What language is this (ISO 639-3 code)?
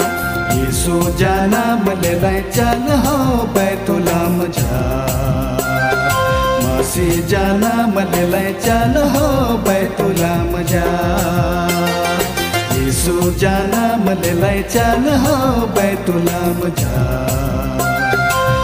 sck